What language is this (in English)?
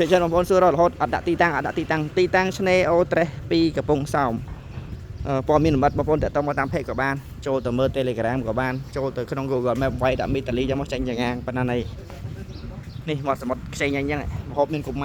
Khmer